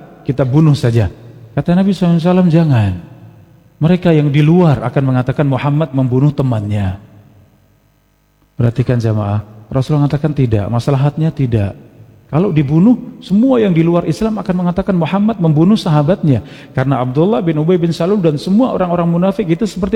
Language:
Indonesian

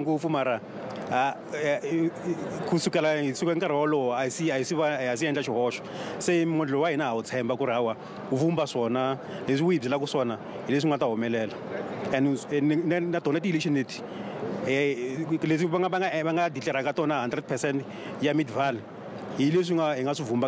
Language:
Tsonga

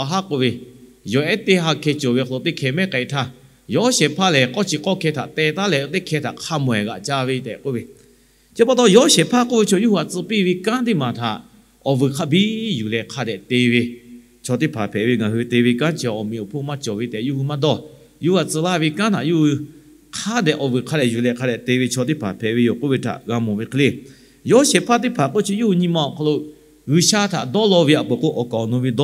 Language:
Lahu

